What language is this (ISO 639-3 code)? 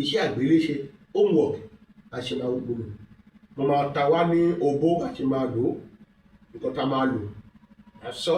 yor